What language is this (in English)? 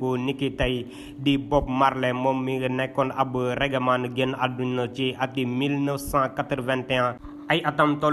Wolof